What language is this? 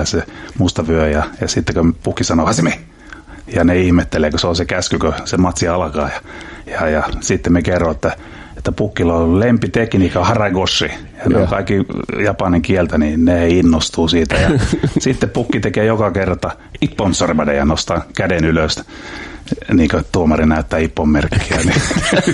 Finnish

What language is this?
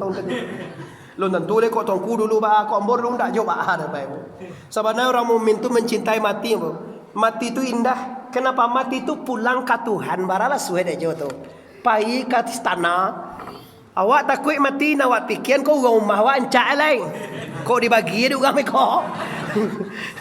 Minangkabau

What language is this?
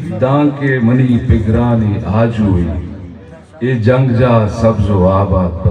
Baluchi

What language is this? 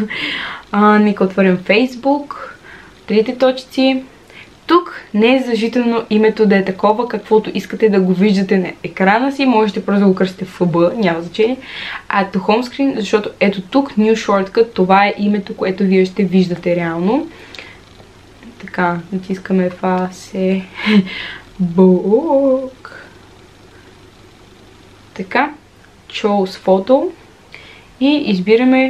Bulgarian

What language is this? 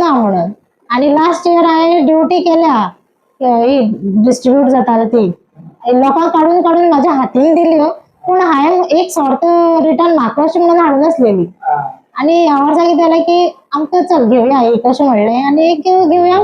Konkani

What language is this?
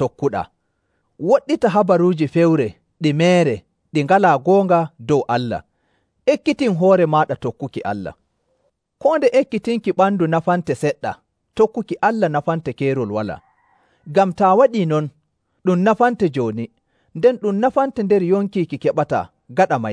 Nigerian Fulfulde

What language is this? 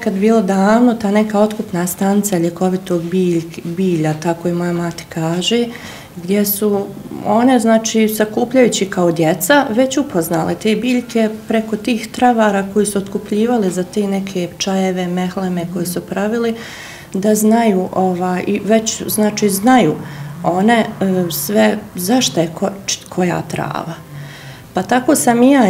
Bosnian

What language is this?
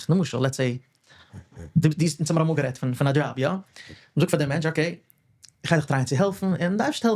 Yiddish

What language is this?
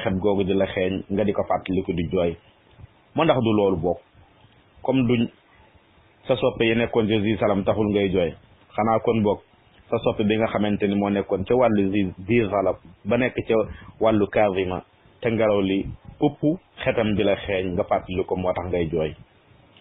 Wolof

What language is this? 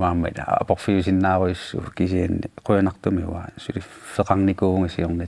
Kalaallisut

